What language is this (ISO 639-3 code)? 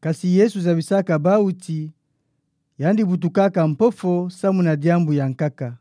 ktu